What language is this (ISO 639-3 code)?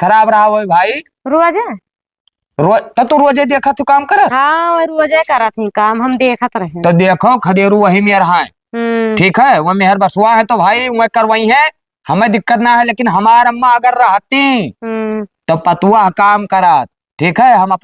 awa